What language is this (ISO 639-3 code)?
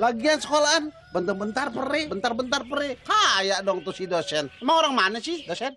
bew